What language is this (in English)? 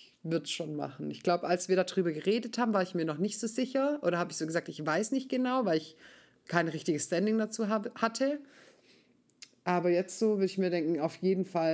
German